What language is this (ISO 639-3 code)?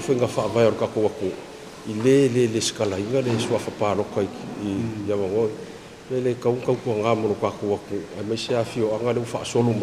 smo